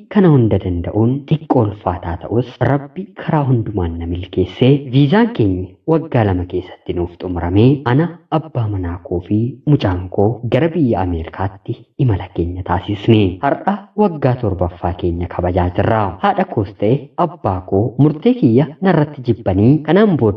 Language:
Oromo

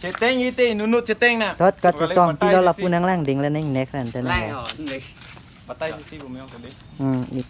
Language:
Karbi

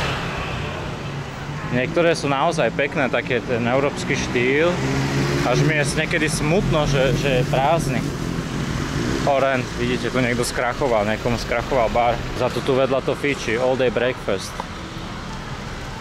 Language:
Slovak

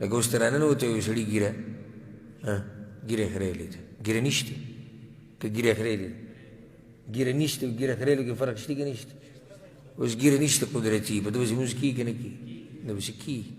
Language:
Pashto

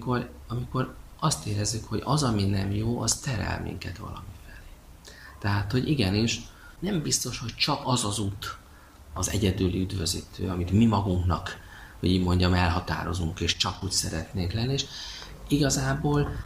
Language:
Hungarian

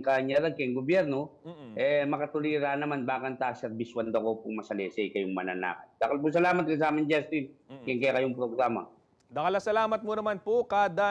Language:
Pampanga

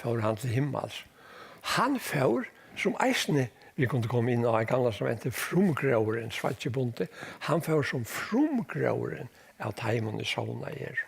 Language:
Faroese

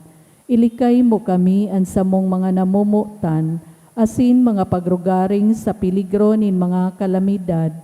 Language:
Bikol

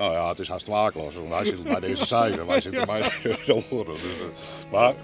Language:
Western Frisian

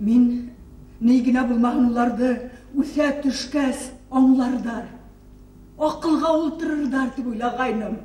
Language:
Bashkir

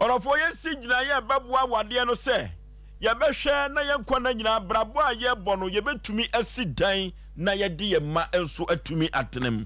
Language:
Akan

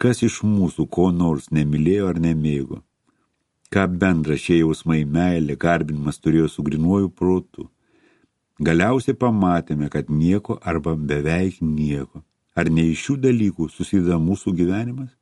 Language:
Lithuanian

